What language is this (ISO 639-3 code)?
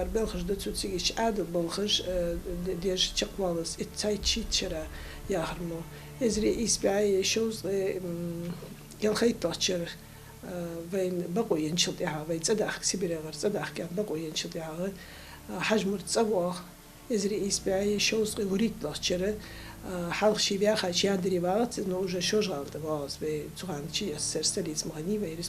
inh